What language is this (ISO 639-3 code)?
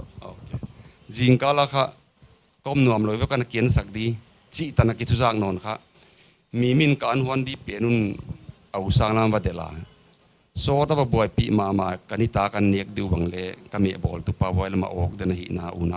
pck